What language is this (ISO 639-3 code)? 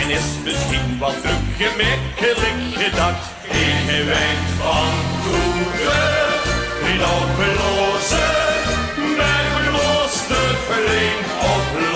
lim